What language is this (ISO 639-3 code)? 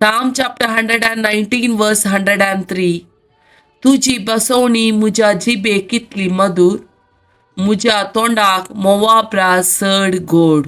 kok